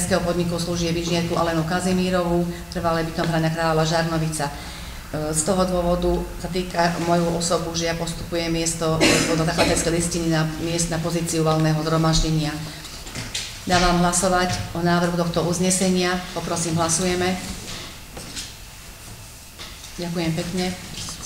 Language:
Slovak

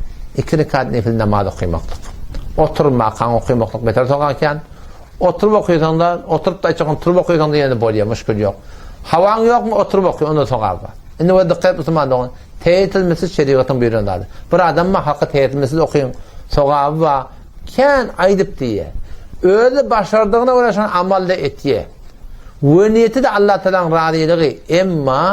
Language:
Turkmen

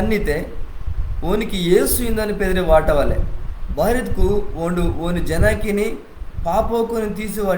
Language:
Koya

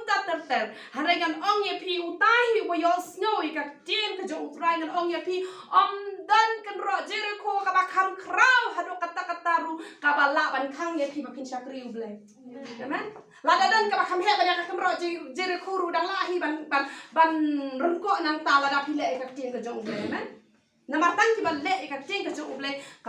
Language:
Khasi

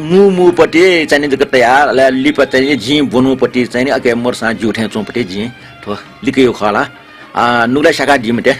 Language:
Newari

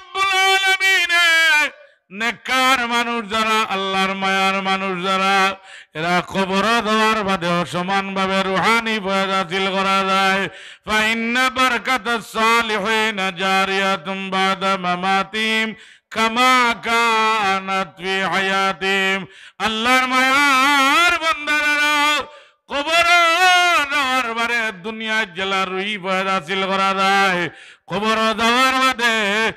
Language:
Sylheti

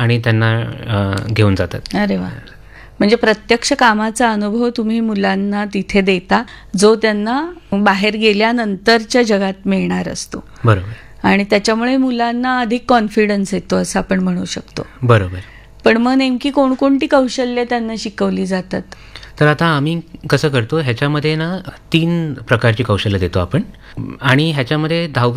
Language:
Marathi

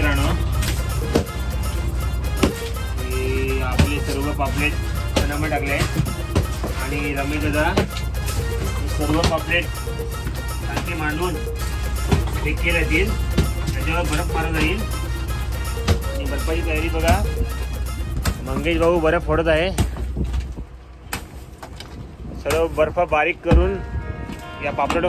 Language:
Marathi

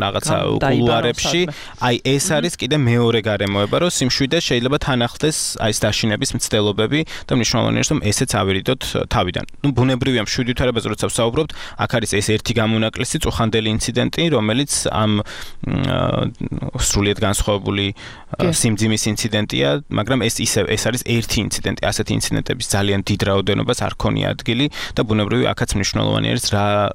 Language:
Georgian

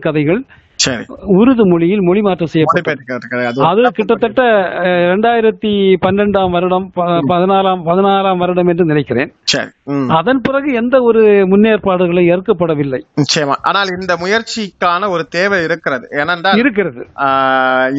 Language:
Tamil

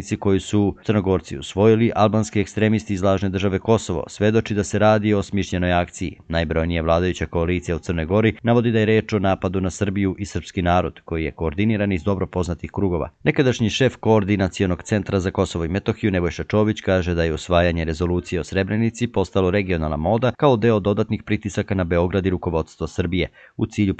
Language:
Serbian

